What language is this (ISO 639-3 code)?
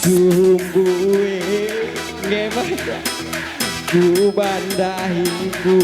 btx